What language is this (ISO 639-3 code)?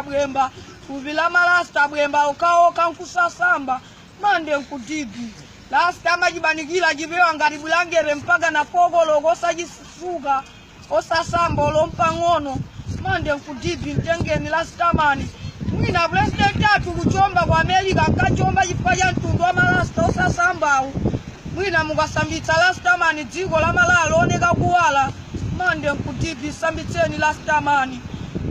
nya